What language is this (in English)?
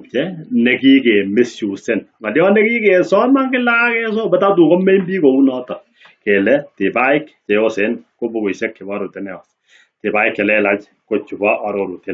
Kalenjin